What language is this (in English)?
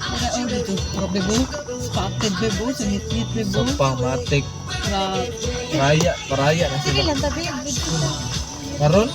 Cebuano